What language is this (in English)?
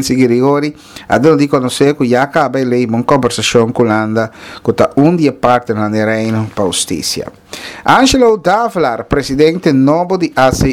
Papiamento